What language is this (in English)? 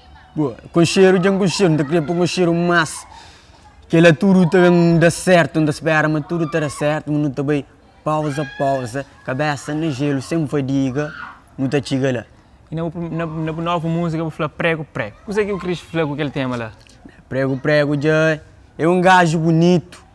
Kabuverdianu